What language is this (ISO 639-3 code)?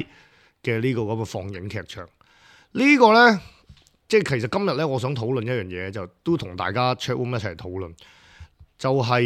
yue